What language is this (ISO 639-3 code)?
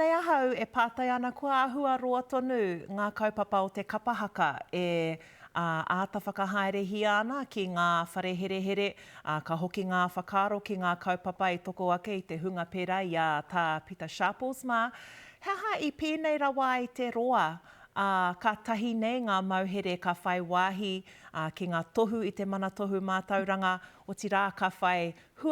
mri